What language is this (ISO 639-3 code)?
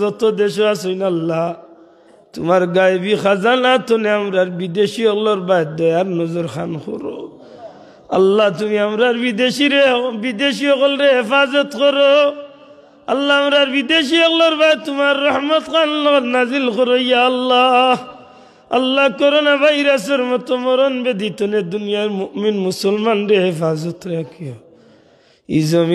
syl